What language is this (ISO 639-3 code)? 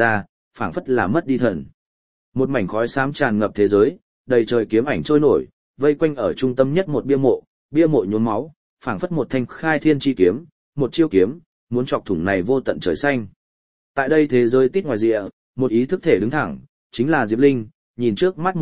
vie